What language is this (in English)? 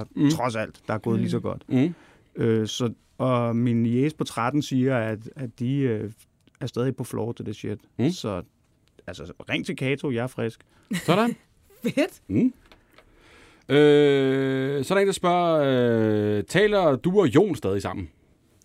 Danish